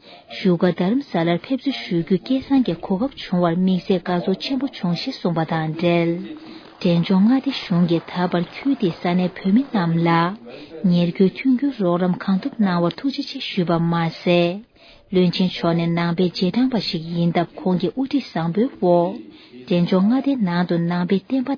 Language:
Tibetan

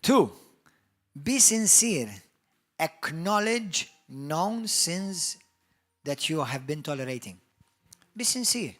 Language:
English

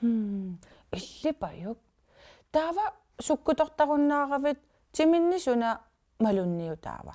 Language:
Kalaallisut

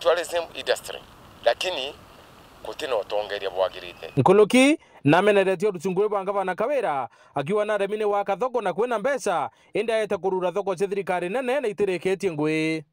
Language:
Meru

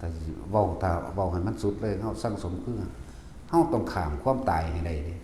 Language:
Northeastern Thai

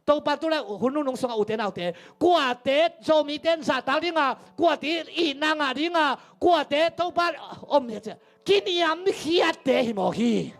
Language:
Tedim Chin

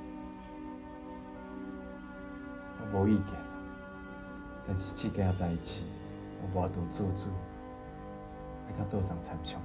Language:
Min Nan Chinese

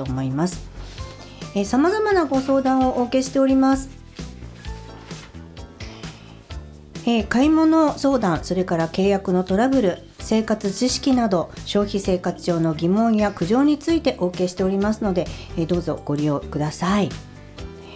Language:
Japanese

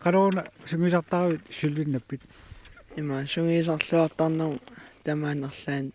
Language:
Kalaallisut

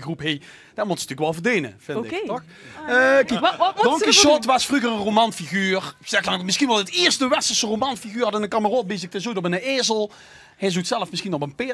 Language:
Limburgish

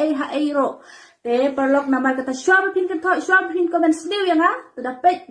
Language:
Khasi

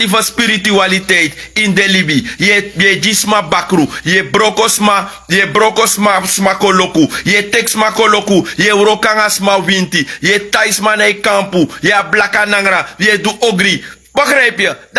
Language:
Sranan Tongo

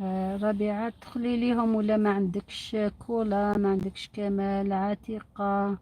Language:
Algerian Arabic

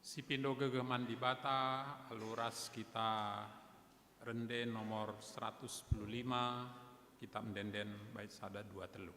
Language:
Batak Karo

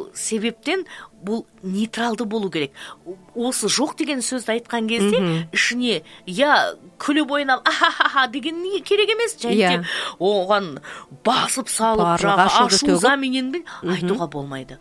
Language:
Kazakh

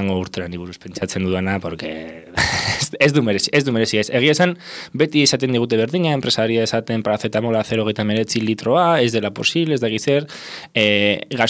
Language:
Basque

